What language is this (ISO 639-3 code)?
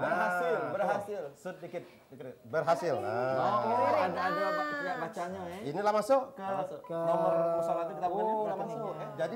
mui